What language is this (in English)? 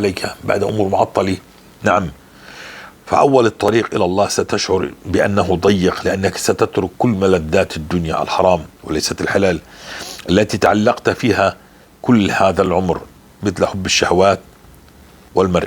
North Levantine Arabic